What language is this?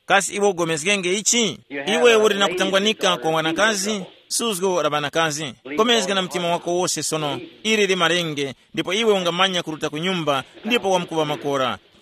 Tumbuka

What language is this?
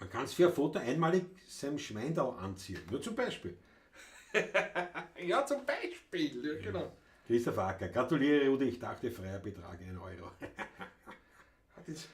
Bavarian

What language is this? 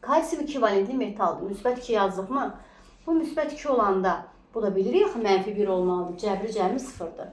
Azerbaijani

